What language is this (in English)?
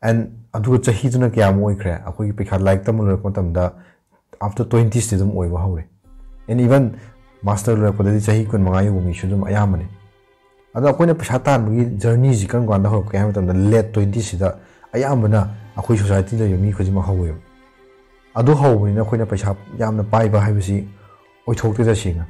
Manipuri